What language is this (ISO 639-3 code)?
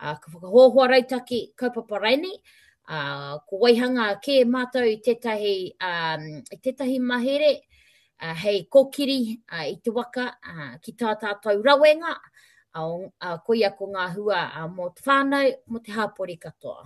mri